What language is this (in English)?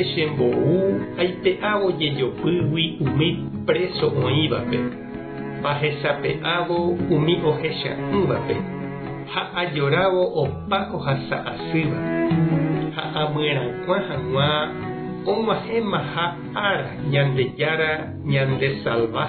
Guarani